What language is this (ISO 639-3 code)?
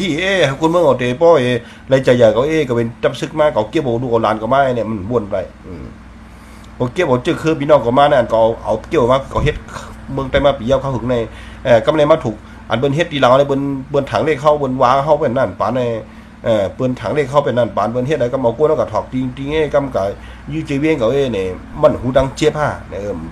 shn